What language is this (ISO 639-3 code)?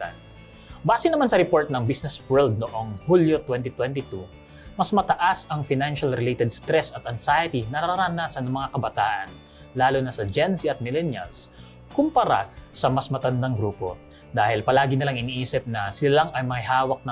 fil